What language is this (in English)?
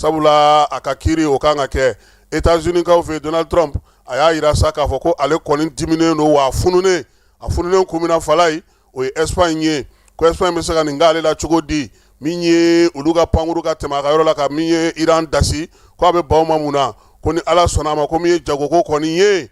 Bambara